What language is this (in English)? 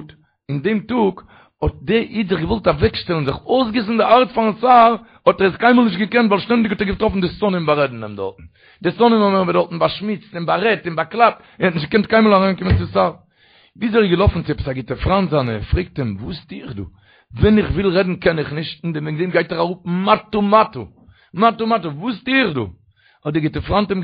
Yiddish